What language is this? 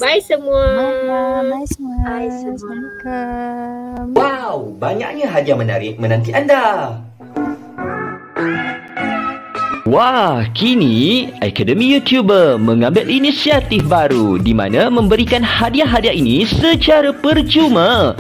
Malay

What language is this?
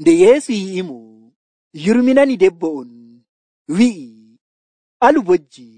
Nigerian Fulfulde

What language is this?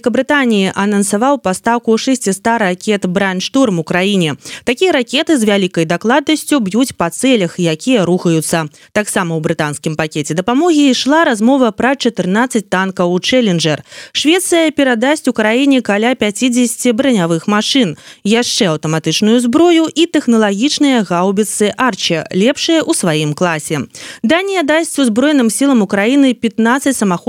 Belarusian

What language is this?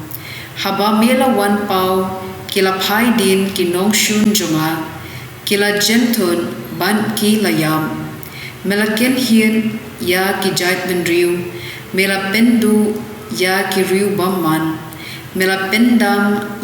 Khasi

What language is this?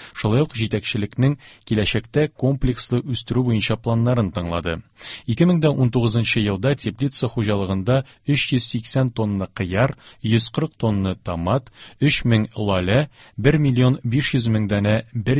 Tatar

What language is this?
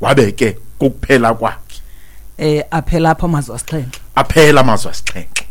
Xhosa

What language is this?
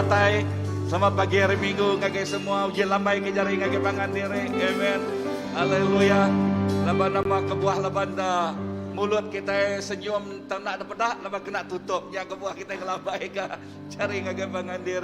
Iban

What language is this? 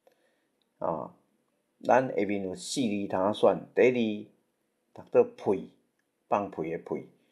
Min Nan Chinese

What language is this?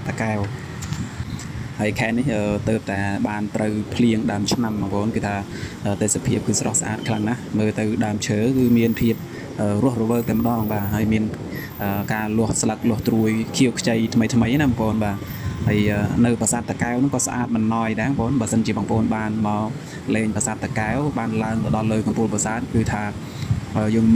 Khmer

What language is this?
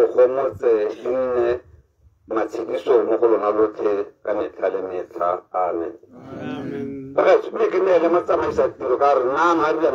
Tswana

